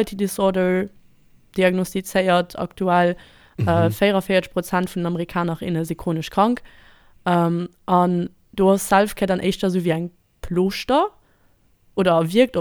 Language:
Luxembourgish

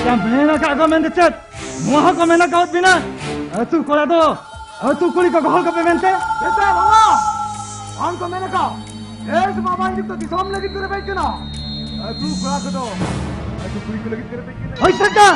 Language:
Santali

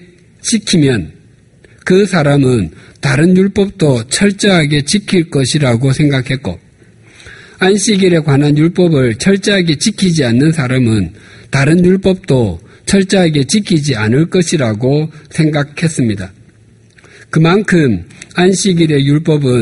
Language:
Korean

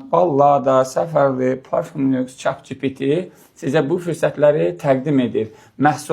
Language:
Azerbaijani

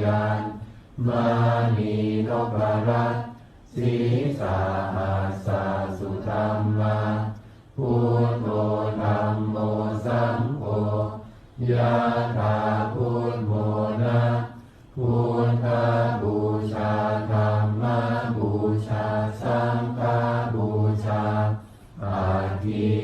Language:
Pali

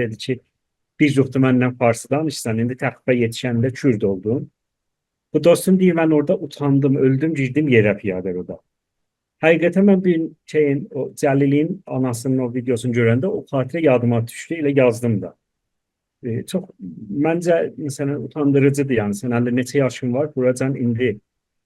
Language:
South Azerbaijani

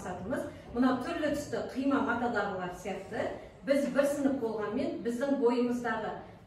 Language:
Kazakh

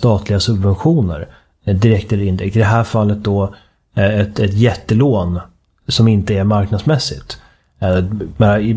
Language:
Swedish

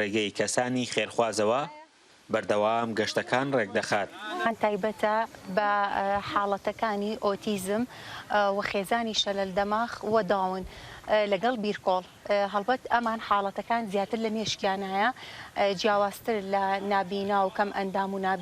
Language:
Central Kurdish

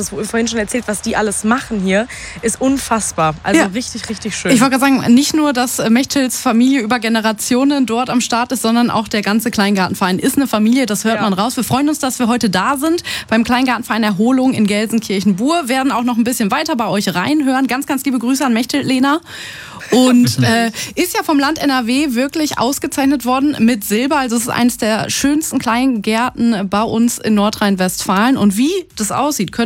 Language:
German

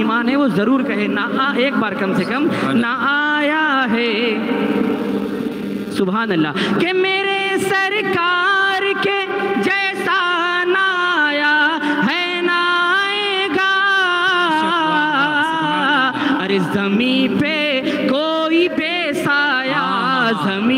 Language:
Urdu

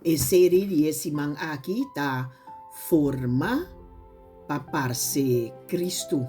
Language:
Papiamento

